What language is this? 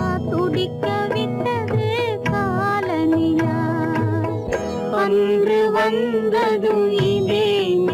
Tamil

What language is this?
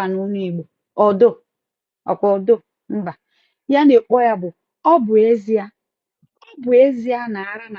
Igbo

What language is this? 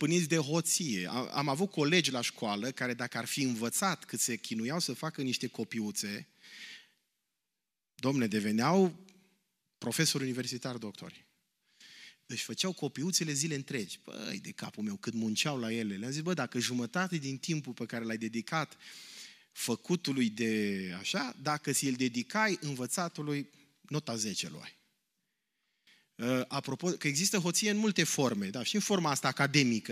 Romanian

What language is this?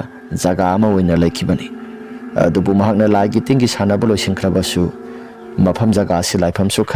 Manipuri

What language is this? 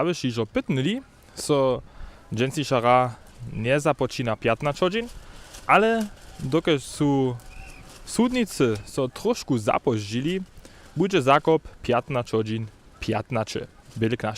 Upper Sorbian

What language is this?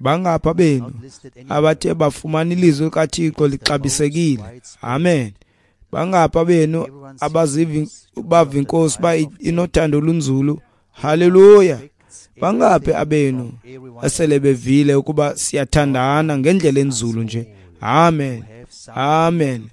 Xhosa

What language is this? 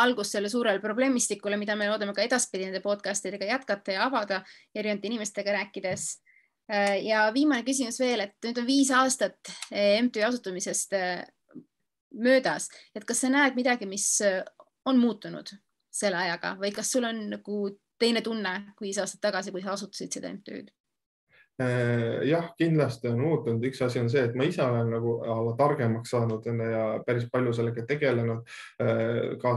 Estonian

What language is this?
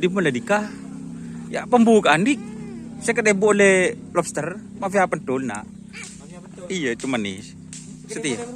Madurese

